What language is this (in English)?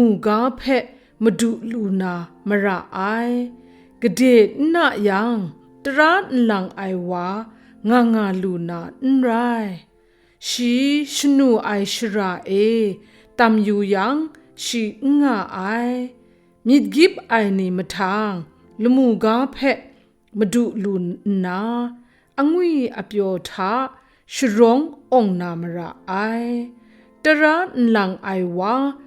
Kachin